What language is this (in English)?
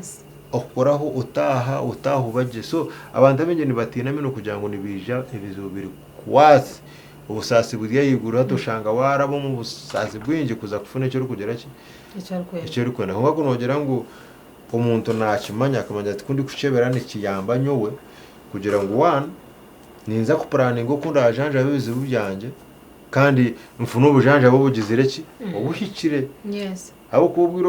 Nyankole